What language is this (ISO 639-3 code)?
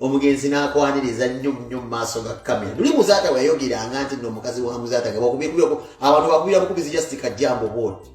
lug